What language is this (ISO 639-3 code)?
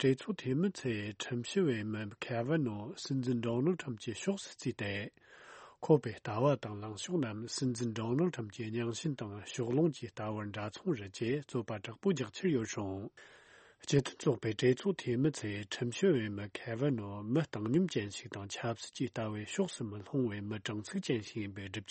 bod